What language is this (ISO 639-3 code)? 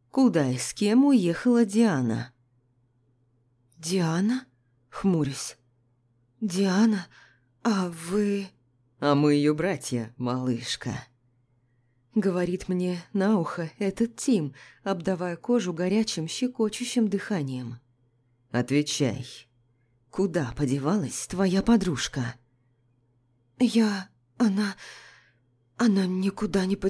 rus